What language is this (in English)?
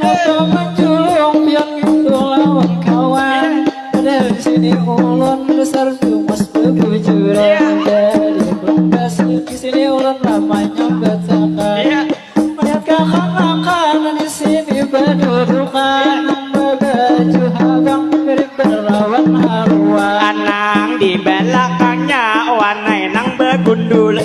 Banjar